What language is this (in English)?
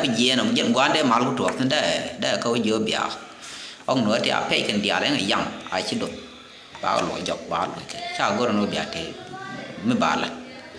Nuer